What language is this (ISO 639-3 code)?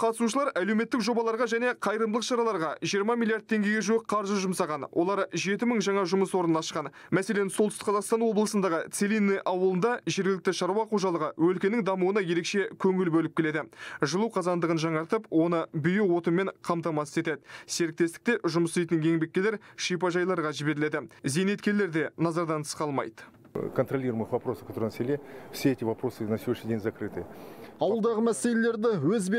kaz